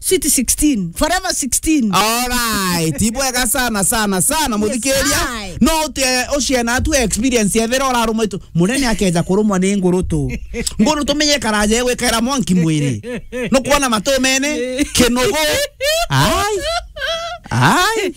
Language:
Meru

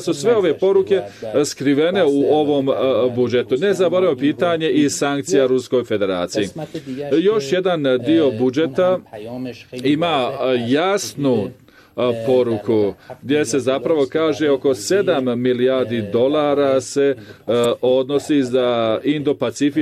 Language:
Bosnian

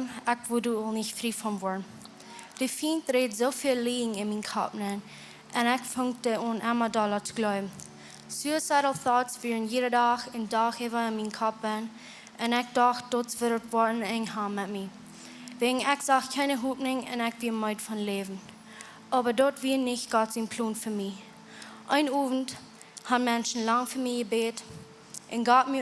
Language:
Plautdietsch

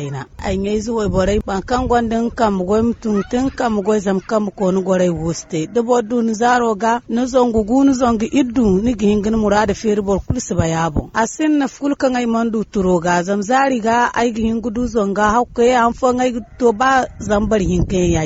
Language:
Zarma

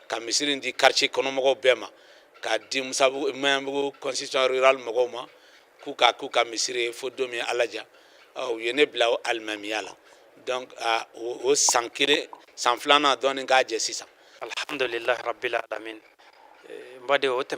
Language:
Bambara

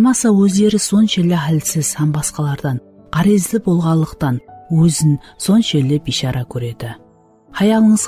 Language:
Kara-Kalpak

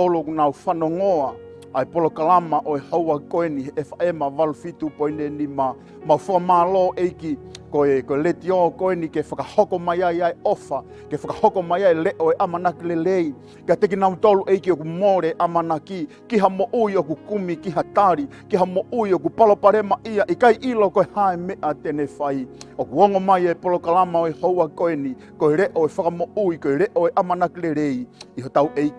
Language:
Tongan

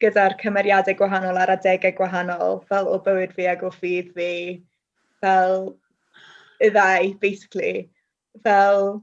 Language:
Welsh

